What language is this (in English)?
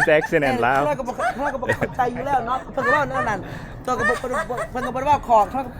Lao